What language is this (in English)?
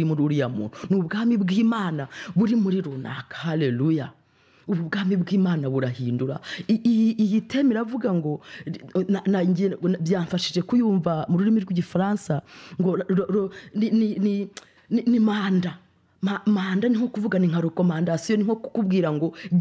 Kinyarwanda